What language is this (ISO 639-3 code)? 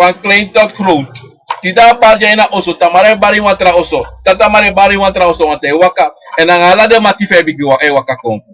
srn